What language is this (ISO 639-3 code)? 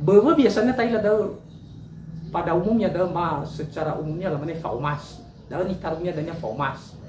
nia